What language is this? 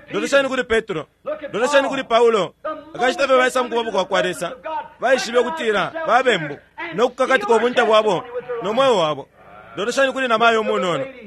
Bemba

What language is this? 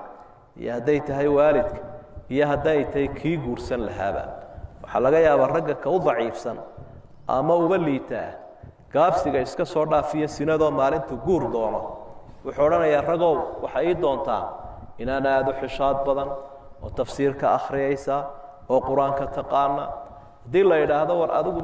Somali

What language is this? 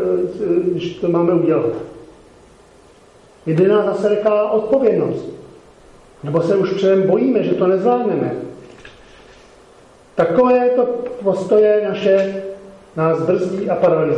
Czech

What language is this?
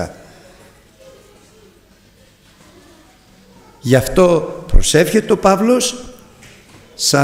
Greek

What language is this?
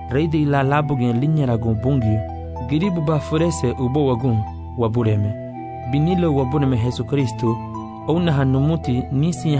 Garifuna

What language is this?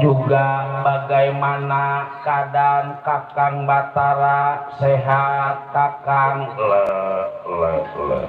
Betawi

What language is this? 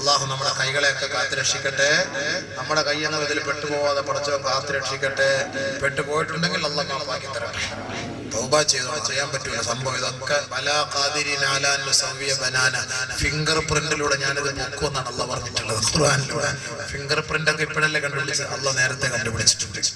Malayalam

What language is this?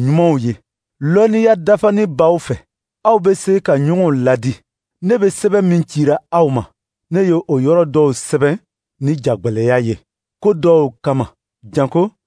Dyula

